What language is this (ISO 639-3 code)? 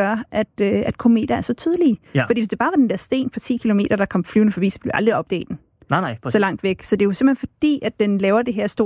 dan